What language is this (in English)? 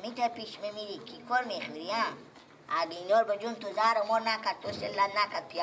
Persian